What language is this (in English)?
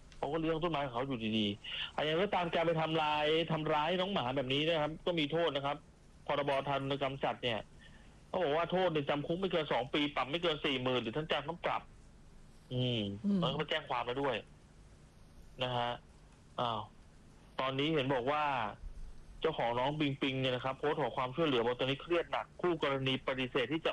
Thai